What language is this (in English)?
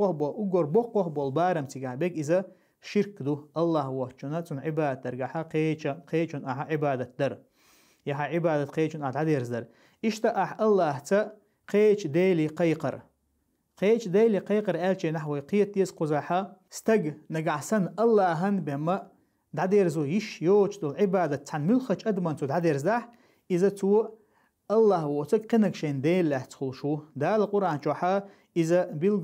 Chechen